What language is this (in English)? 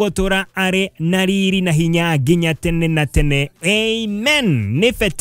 Kikuyu